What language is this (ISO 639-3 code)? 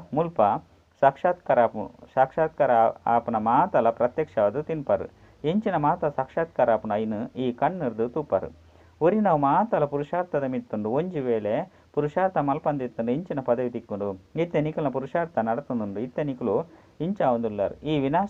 tcy